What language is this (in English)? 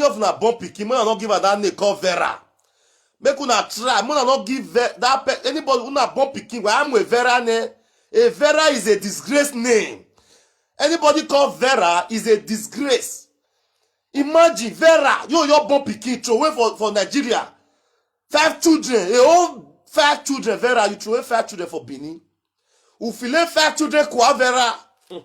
Nigerian Pidgin